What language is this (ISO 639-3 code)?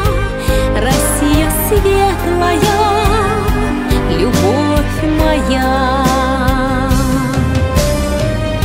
rus